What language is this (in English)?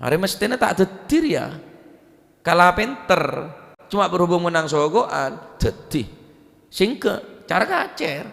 Madurese